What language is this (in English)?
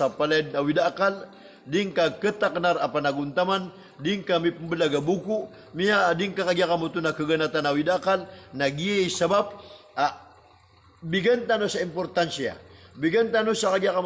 Maranao